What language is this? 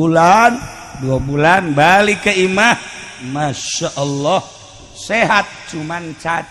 Sundanese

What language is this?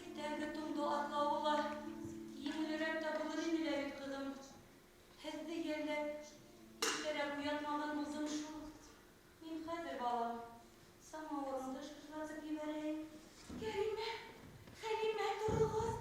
Bashkir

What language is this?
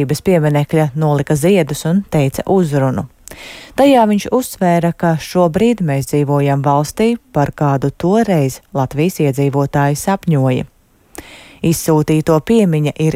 Latvian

